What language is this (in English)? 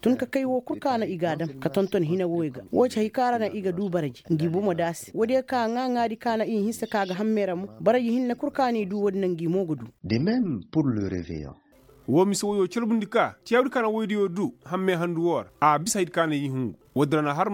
Koyraboro Senni